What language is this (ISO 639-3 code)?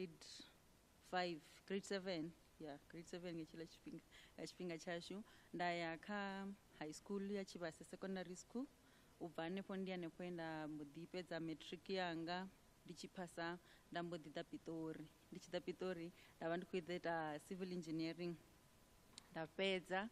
ven